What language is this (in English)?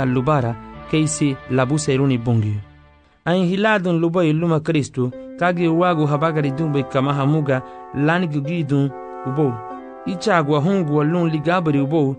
Garifuna